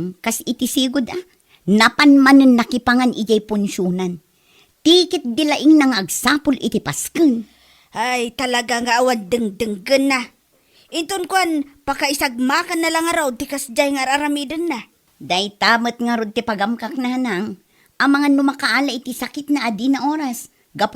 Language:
Iloko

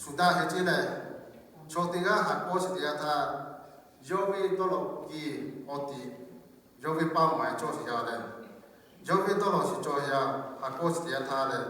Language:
Lahu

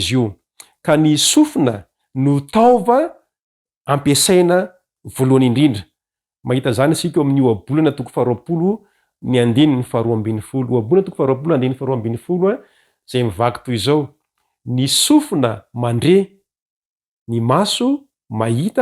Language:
Malagasy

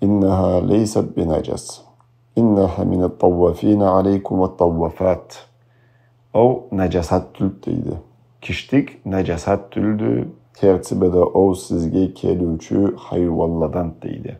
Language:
Karachay-Balkar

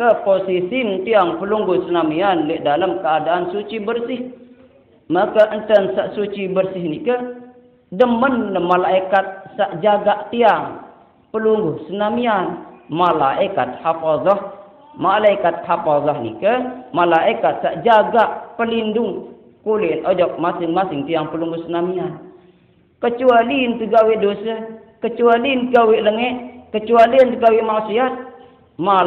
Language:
Sasak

